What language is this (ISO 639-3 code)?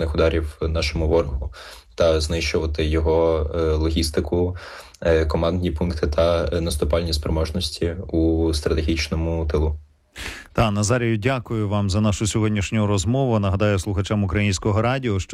ukr